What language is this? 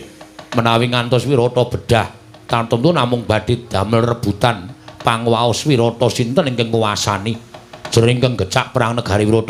Javanese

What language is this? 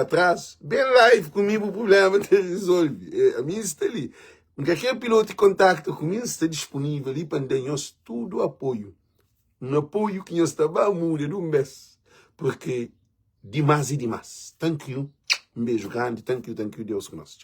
Kabuverdianu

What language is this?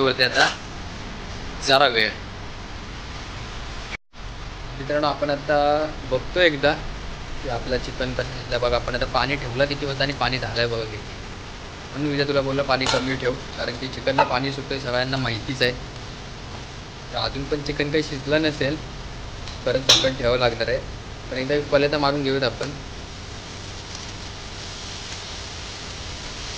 Marathi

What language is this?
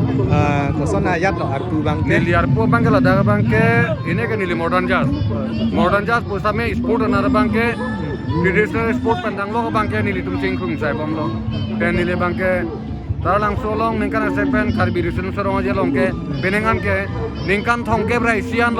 Karbi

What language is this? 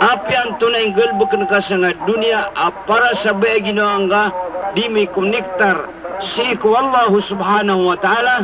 Maranao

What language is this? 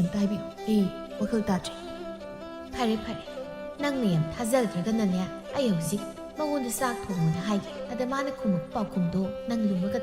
Manipuri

